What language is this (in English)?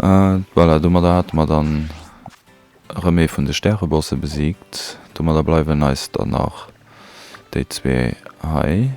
Luxembourgish